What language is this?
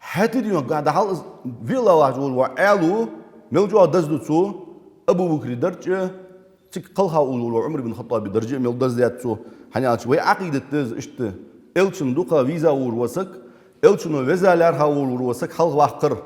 Ingush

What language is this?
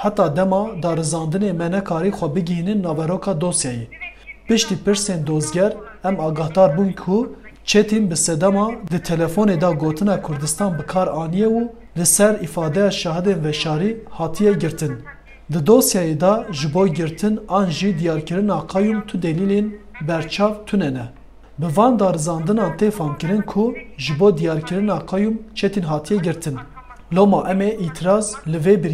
Kurdish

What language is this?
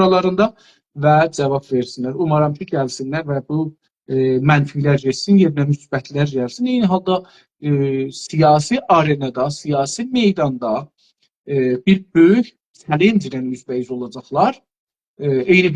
South Azerbaijani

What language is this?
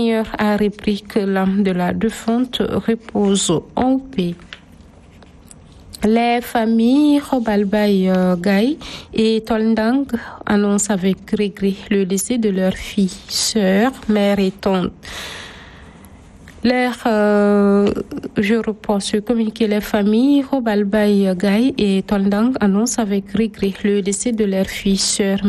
French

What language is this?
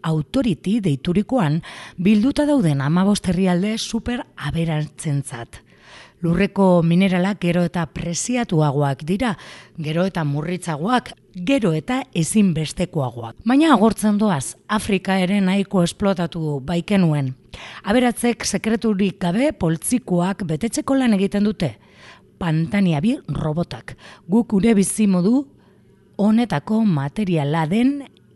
Basque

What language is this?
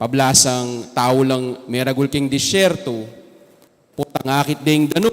Pampanga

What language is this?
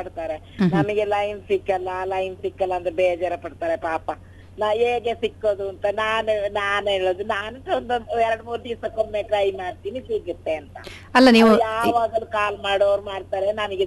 Kannada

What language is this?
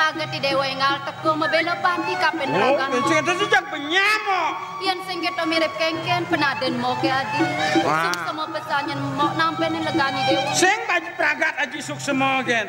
Balinese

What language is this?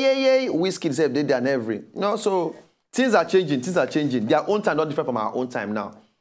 Nigerian Pidgin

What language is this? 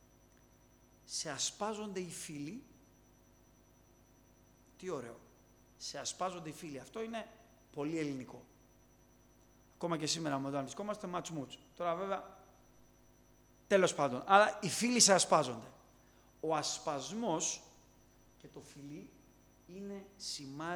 Greek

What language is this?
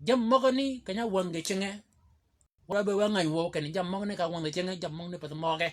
Shilluk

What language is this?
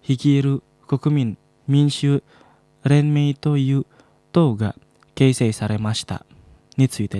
Japanese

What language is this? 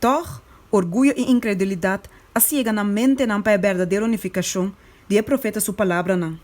Papiamento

